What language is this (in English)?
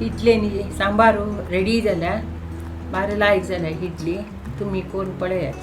Konkani